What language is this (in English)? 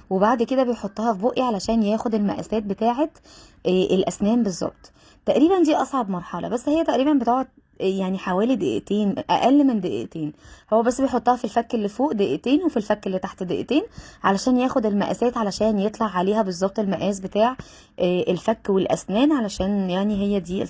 Egyptian Arabic